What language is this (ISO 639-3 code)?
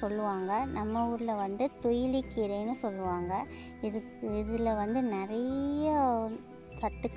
tam